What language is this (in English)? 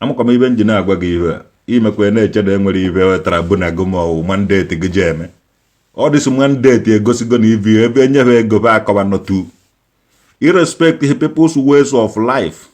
Igbo